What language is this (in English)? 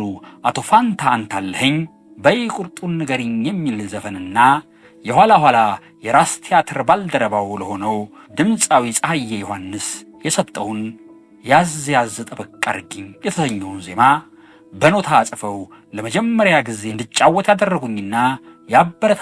Amharic